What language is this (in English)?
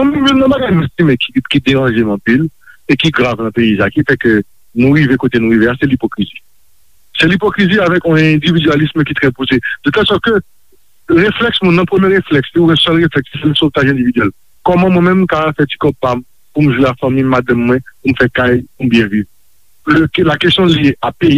Haitian Creole